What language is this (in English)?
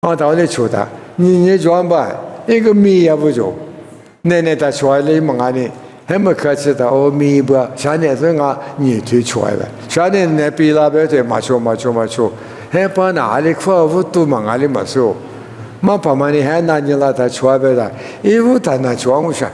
Lisu